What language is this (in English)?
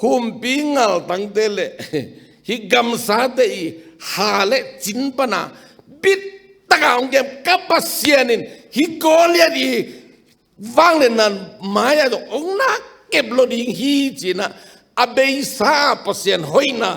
Tedim Chin